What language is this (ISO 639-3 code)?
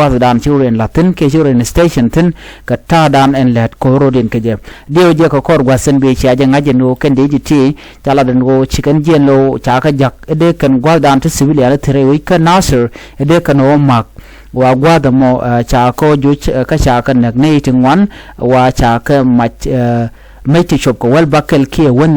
nus